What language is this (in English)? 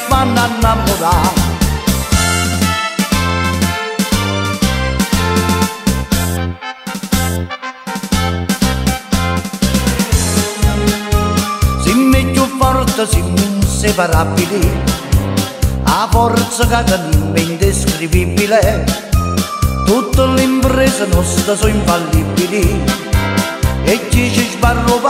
Italian